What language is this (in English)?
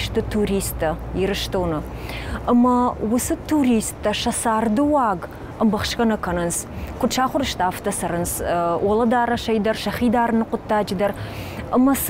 Ossetic